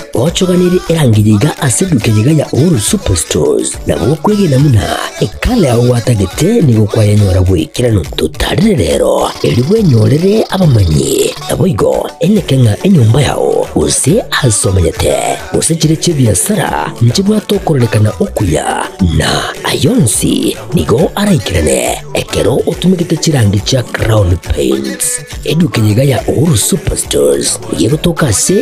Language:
Gusii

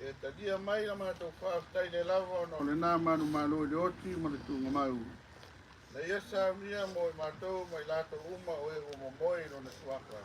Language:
Samoan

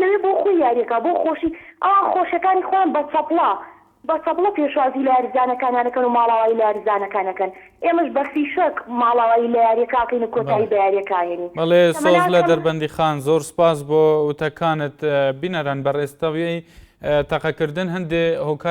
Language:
Central Kurdish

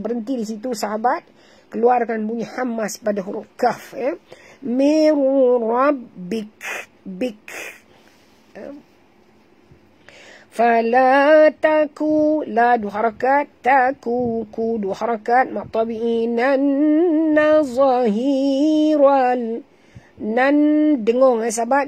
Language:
Malay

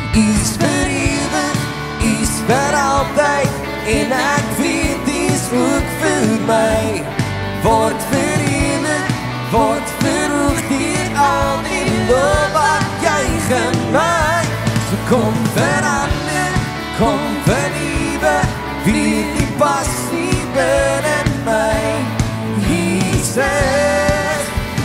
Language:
Afrikaans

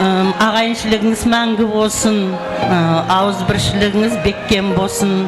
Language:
Kara-Kalpak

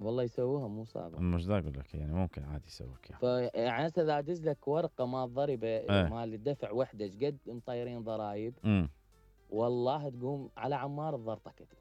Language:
Mesopotamian Arabic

